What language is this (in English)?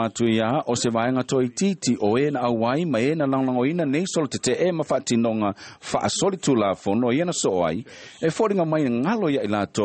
Samoan